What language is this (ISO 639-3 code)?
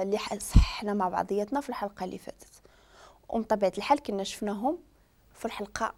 ary